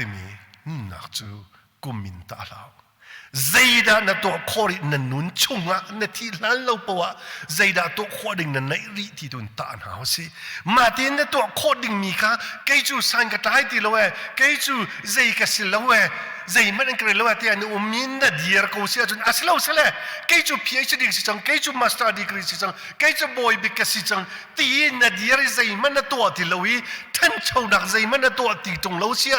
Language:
Hakha Chin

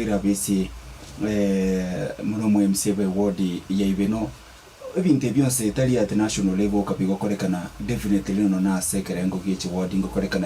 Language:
Gusii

